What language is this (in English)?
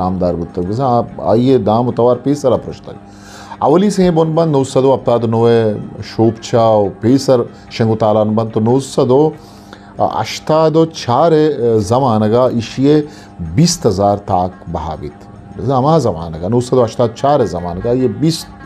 Eastern Balochi